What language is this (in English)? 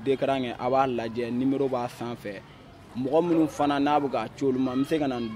Bambara